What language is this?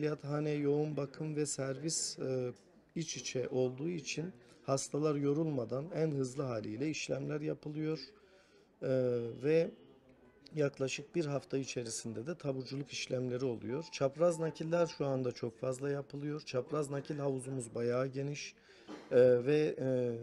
Turkish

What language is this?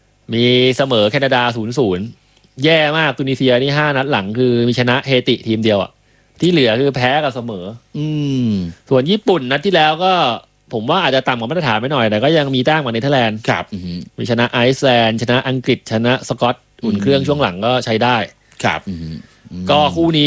Thai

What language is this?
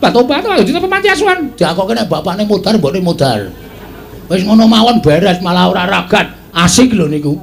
Javanese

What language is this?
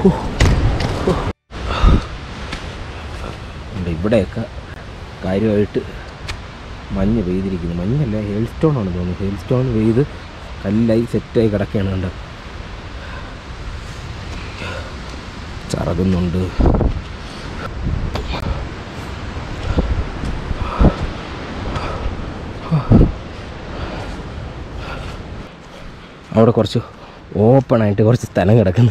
Malayalam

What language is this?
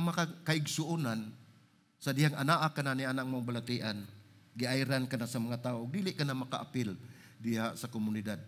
Cebuano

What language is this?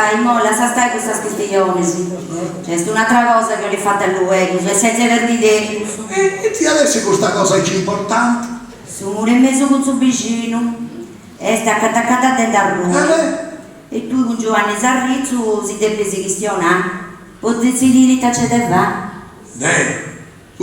Sardinian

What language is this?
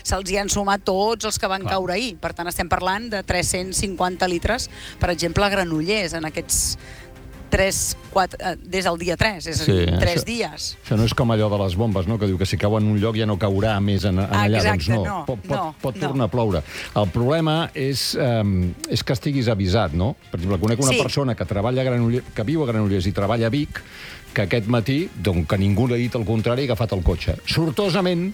Catalan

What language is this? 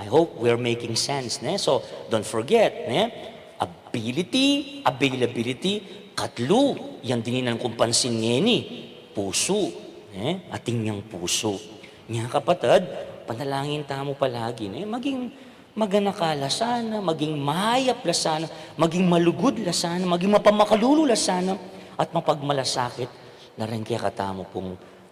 Pampanga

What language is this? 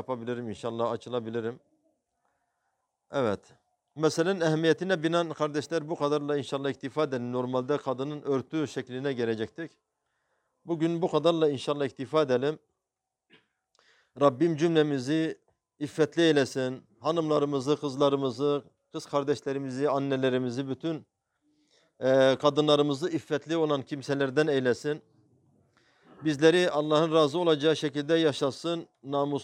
Turkish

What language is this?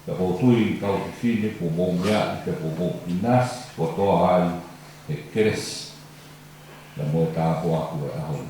Tongan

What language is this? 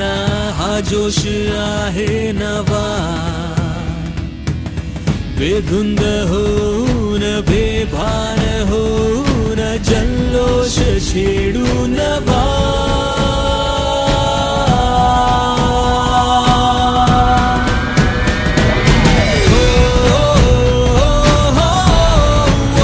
Marathi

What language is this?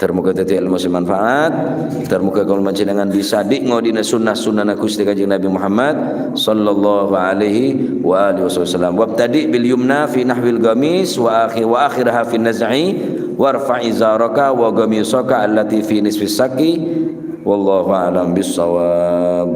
Madurese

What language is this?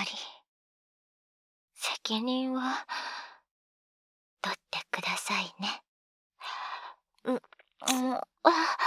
Japanese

